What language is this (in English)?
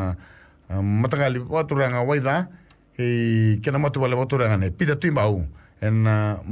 Fijian